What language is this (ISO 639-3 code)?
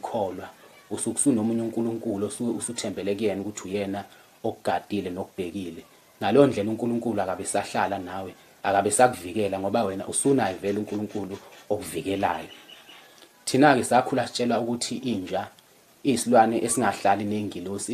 zul